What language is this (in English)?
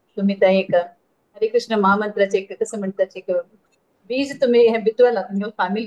Konkani